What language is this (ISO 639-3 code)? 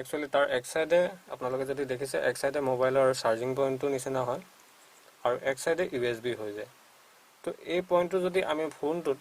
asm